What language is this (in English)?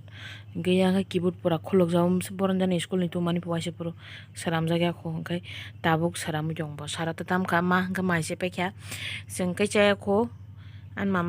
Kok Borok